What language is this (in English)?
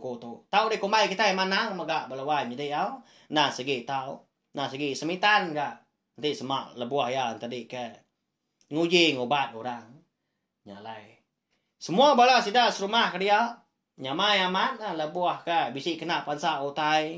Iban